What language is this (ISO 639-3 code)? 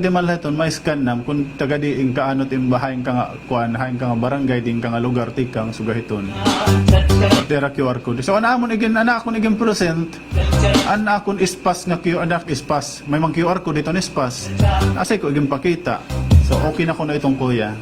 war